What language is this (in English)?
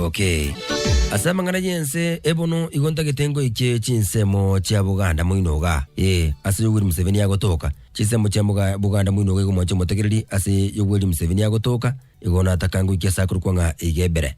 Gusii